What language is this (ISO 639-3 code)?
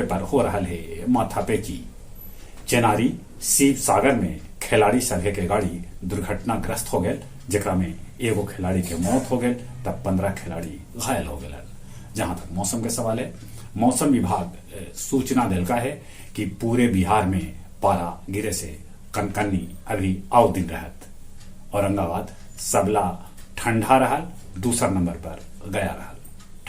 mag